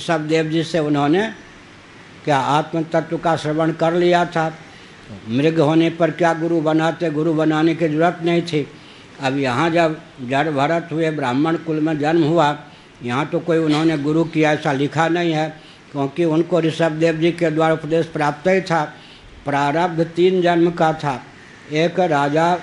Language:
Hindi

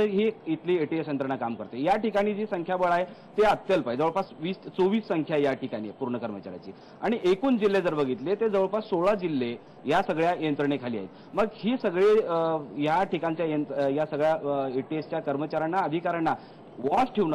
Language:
Marathi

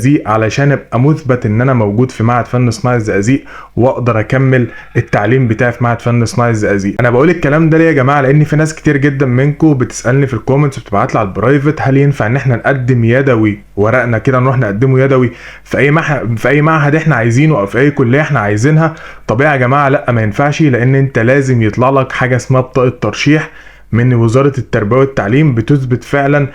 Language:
Egyptian Arabic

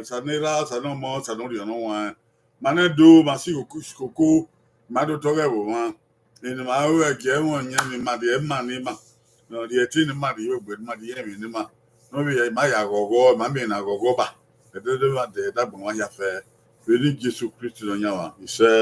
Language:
Bini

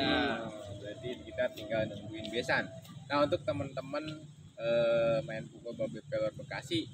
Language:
Betawi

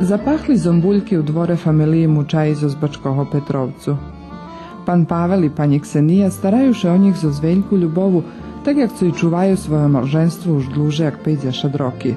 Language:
Rusyn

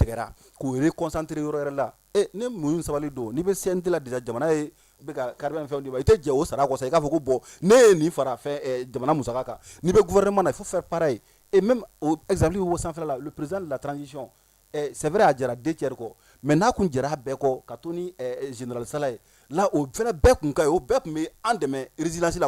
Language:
Bambara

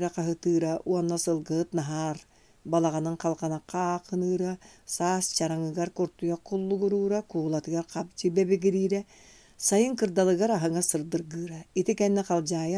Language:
Yakut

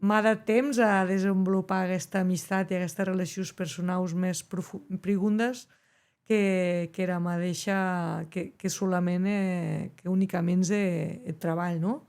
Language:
Occitan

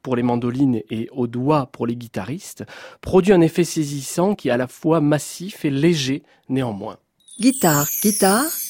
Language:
French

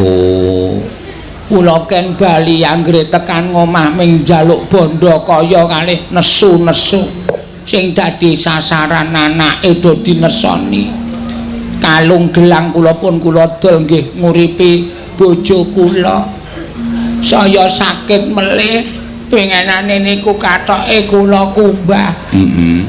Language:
Javanese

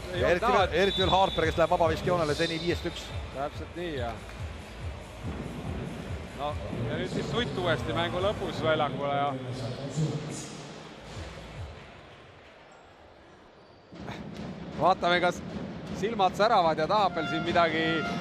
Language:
Estonian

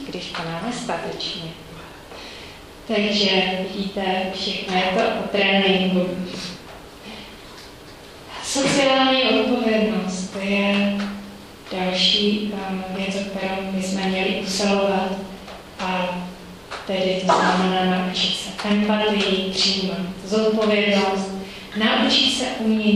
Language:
Czech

